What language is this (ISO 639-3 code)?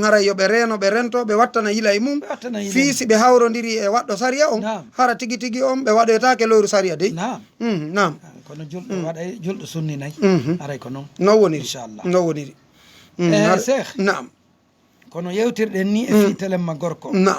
ful